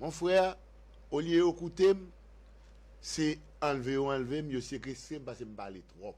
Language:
Haitian Creole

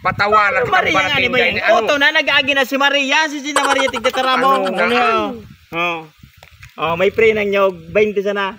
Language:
Bikol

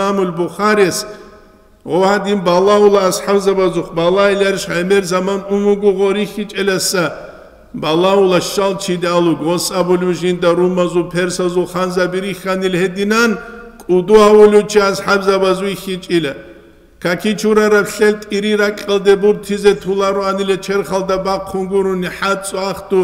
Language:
Avaric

